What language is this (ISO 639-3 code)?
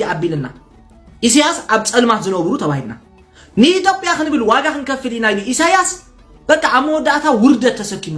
tir